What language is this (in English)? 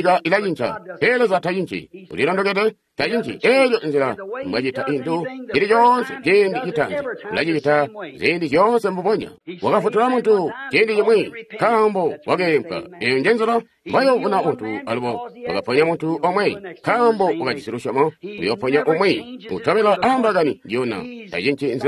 Tonga (Zambia)